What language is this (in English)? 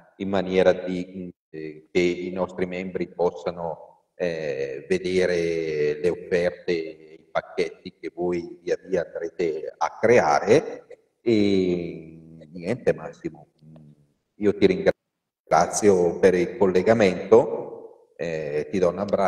Italian